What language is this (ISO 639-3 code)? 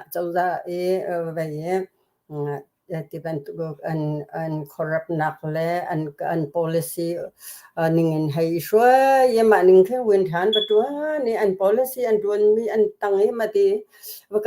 cnh